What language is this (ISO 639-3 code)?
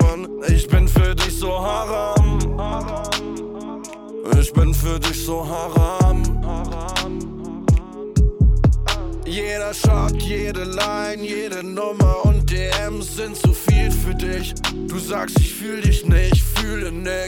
deu